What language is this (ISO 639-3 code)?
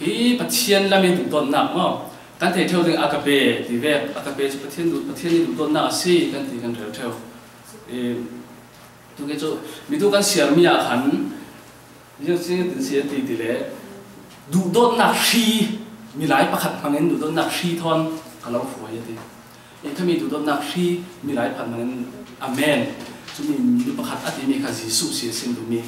cfm